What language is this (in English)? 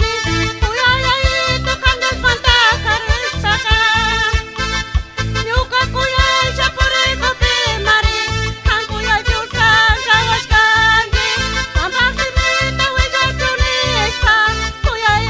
Chimborazo Highland Quichua